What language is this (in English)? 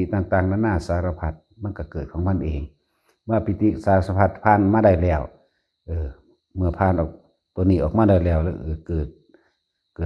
Lao